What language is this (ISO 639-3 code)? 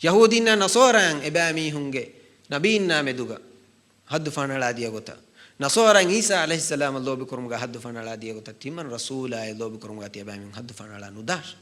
div